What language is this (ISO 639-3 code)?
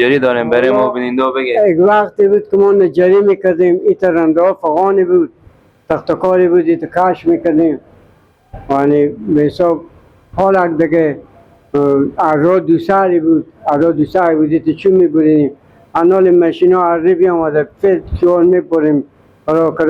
fas